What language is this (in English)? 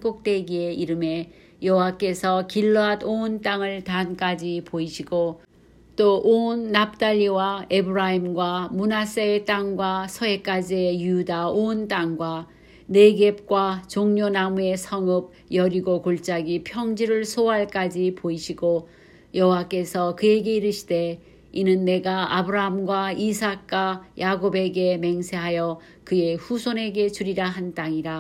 Korean